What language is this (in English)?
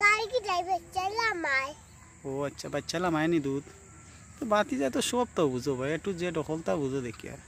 Sylheti